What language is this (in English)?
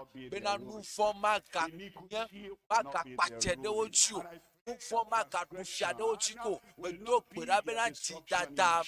Ewe